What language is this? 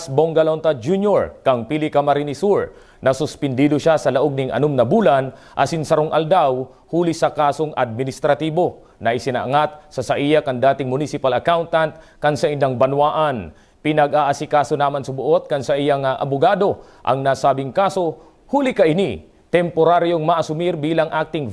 Bikol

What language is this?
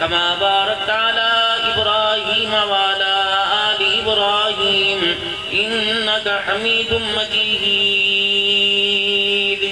Saraiki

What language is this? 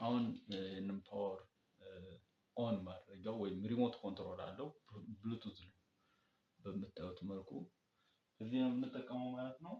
Amharic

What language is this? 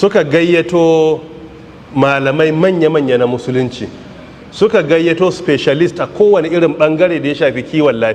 Hausa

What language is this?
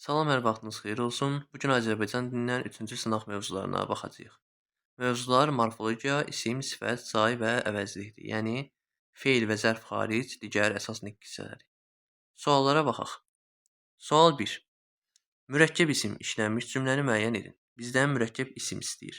Azerbaijani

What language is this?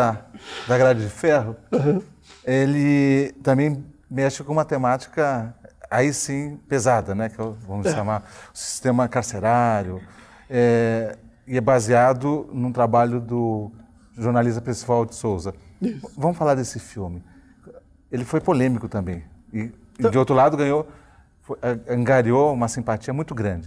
Portuguese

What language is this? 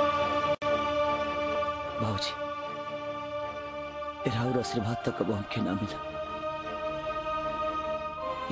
Bhojpuri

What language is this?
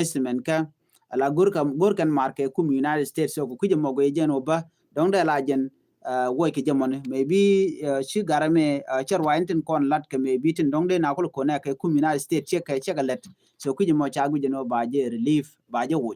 Nuer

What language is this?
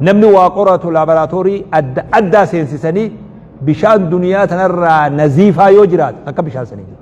Oromo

